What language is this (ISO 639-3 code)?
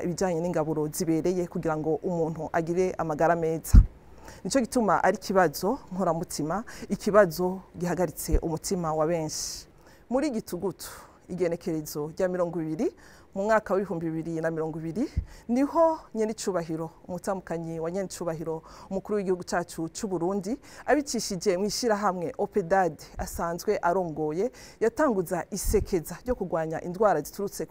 run